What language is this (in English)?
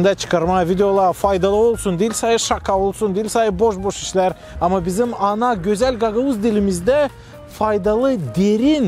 Gagauz